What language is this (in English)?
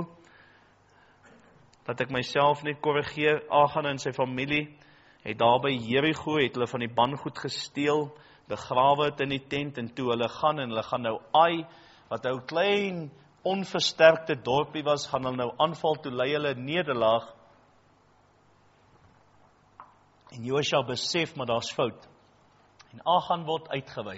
Afrikaans